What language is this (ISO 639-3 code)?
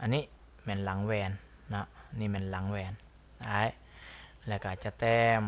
lao